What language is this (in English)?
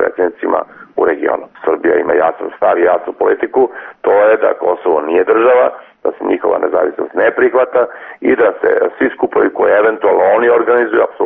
Serbian